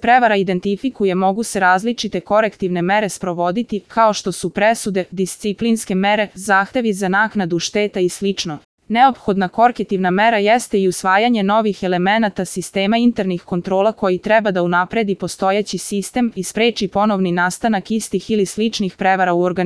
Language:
Serbian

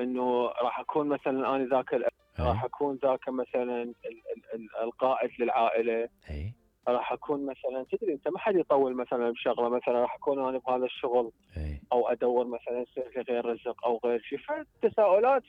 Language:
Mesopotamian Arabic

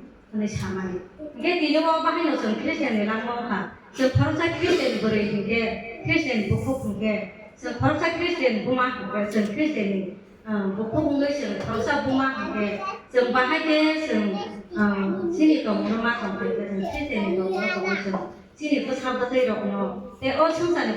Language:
Kok Borok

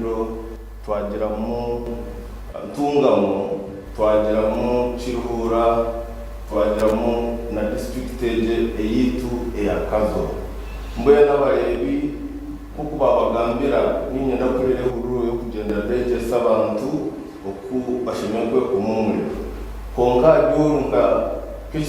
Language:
Nyankole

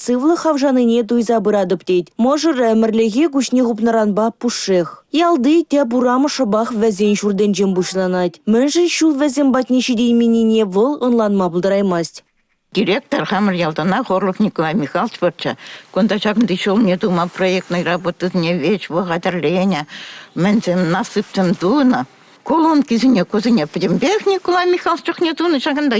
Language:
Chuvash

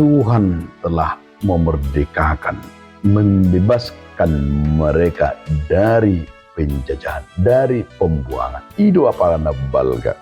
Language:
Batak Toba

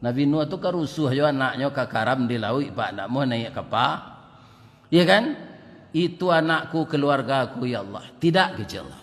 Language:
Minangkabau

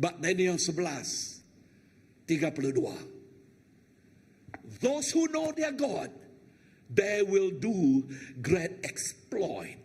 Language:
Iban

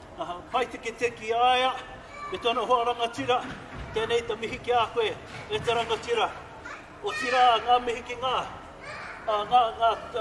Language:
Māori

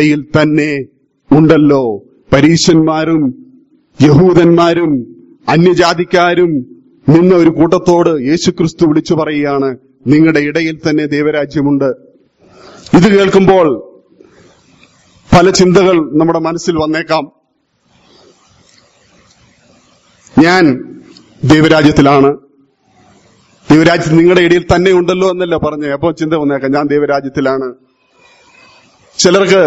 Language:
Malayalam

